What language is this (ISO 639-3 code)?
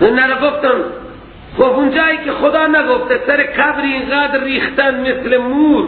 fas